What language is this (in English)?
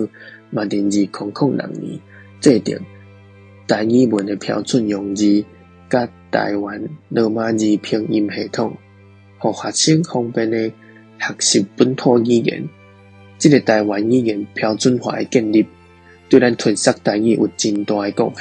Min Nan Chinese